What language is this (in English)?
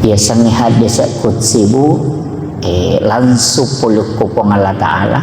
Buginese